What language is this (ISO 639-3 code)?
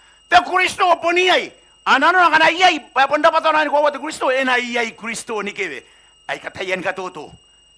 gil